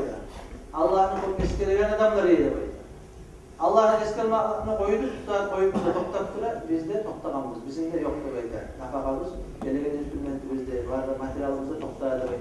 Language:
Kumyk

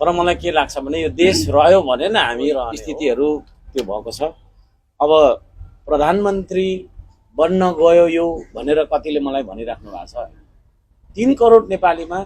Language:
Nepali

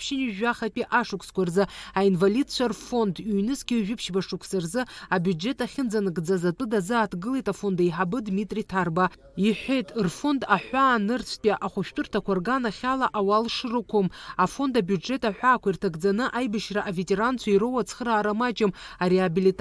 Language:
Abkhazian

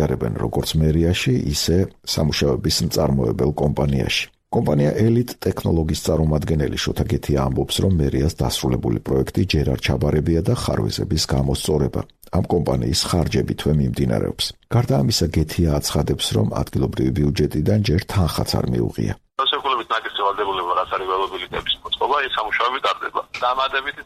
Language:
Georgian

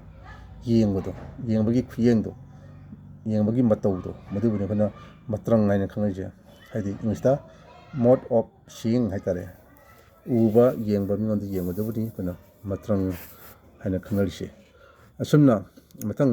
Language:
Manipuri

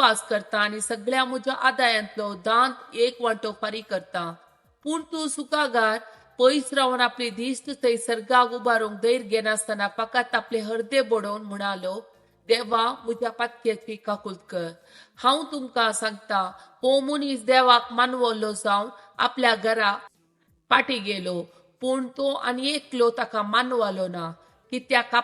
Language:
Konkani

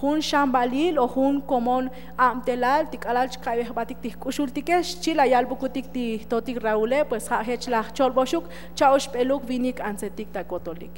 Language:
Tzotzil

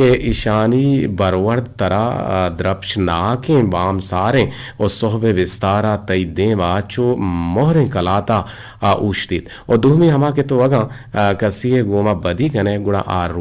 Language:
Eastern Balochi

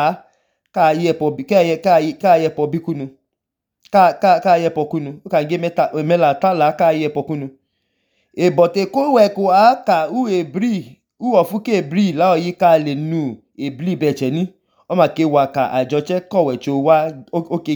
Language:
Idoma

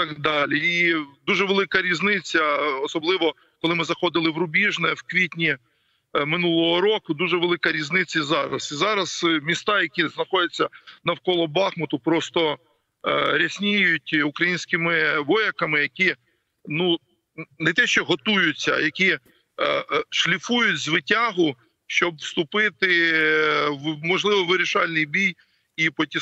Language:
Ukrainian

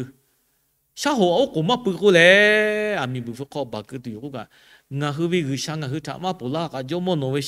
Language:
Lahu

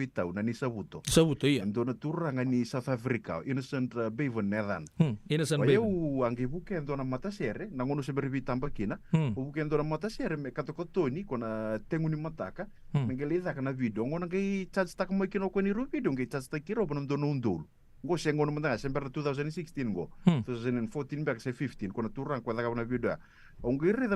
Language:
Fijian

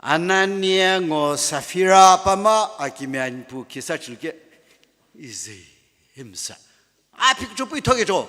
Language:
Sumi Naga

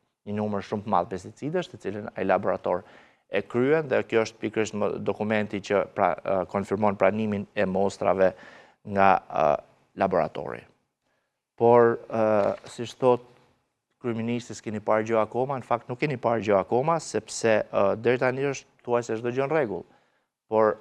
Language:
Albanian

